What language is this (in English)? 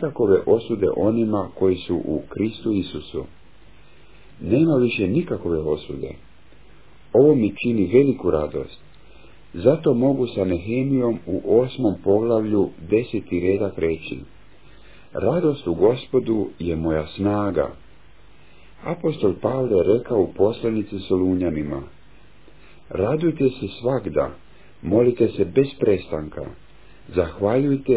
Croatian